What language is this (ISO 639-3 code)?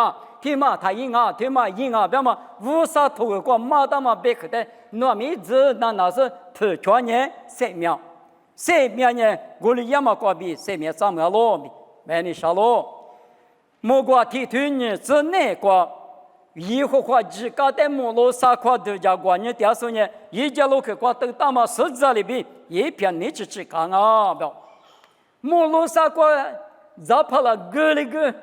lis